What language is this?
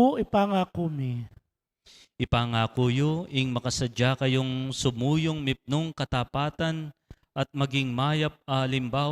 Pampanga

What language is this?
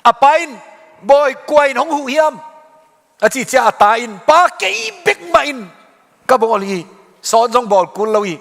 Tedim Chin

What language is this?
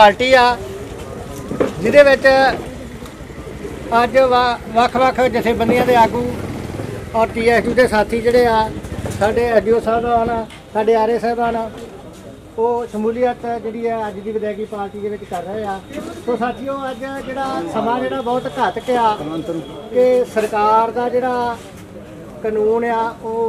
Punjabi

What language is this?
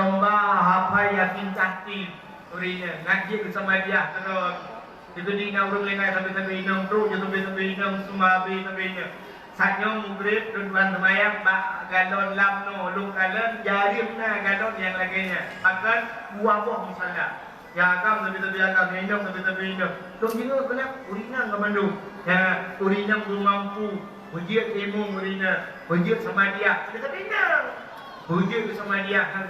Achinese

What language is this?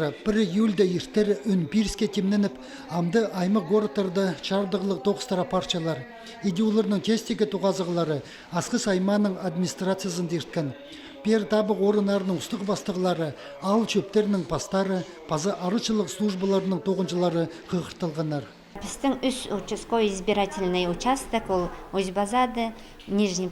Khakas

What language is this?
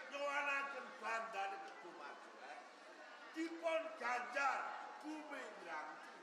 Javanese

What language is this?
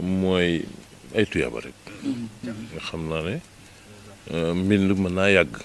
Wolof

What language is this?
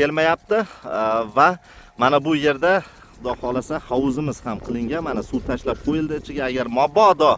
Uzbek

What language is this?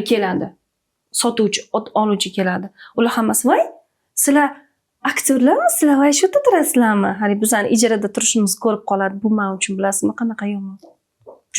Uzbek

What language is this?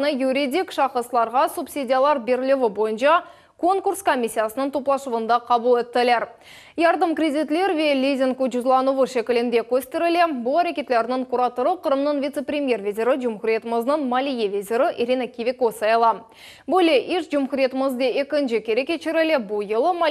Crimean Tatar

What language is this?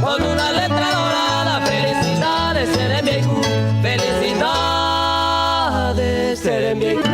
Guarani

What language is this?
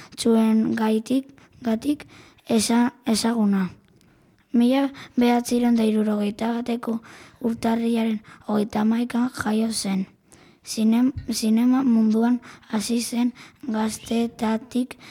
Basque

